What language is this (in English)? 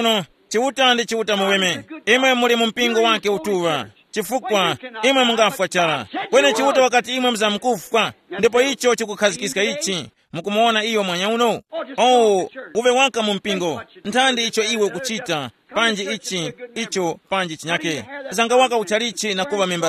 Tumbuka